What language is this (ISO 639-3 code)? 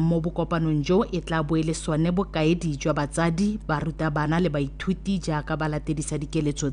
tsn